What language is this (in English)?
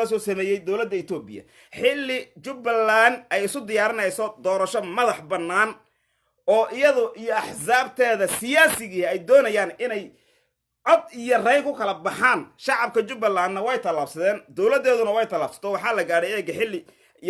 Somali